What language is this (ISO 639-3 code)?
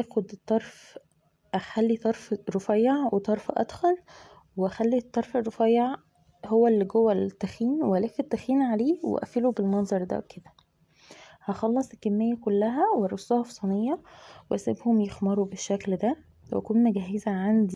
arz